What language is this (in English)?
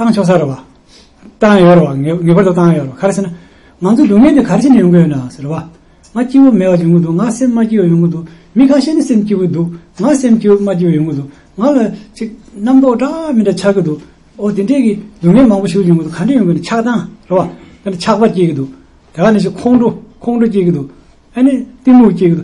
Tibetan